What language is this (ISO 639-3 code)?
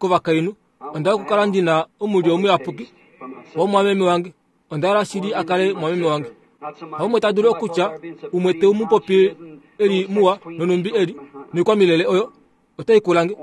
kua